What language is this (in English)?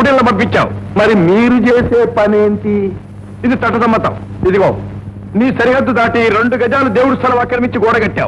Telugu